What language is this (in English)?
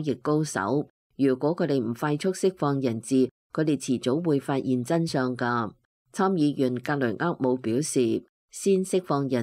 Cantonese